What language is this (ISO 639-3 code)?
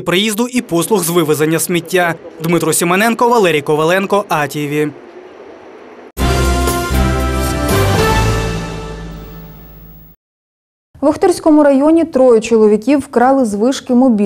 ukr